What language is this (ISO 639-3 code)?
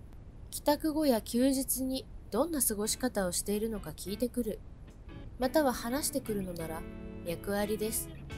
jpn